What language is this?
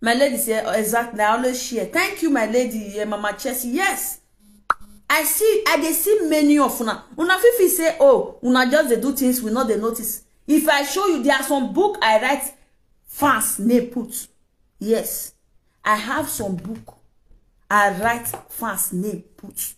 Nigerian Pidgin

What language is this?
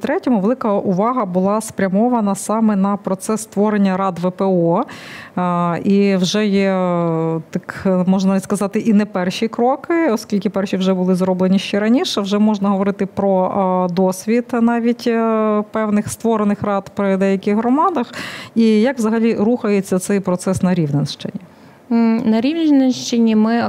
Ukrainian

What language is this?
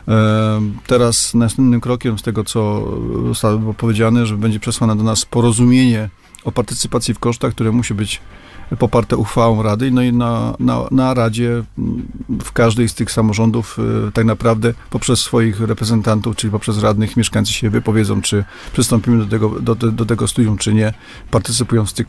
Polish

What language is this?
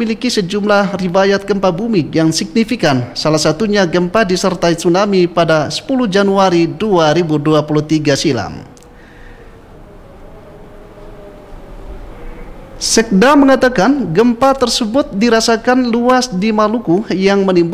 Indonesian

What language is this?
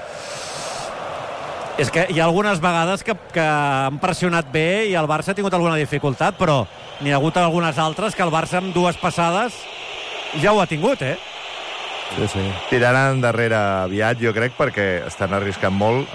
Catalan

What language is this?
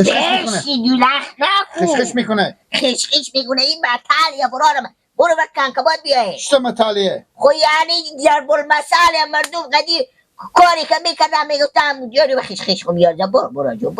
Persian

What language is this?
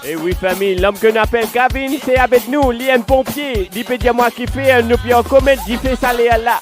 Morisyen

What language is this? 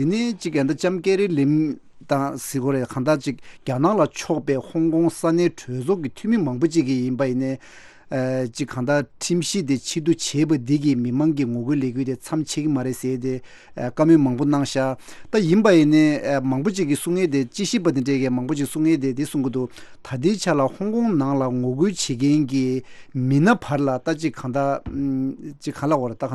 Tibetan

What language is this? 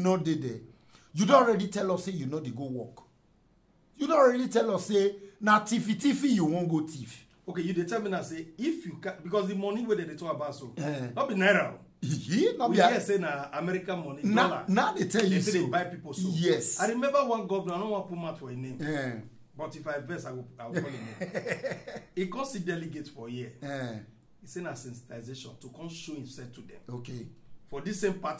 Nigerian Pidgin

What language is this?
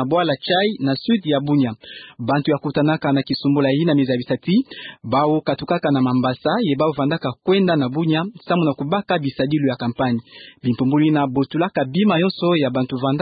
Kituba (Democratic Republic of Congo)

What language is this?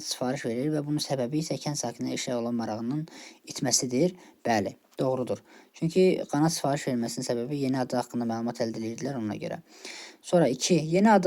Azerbaijani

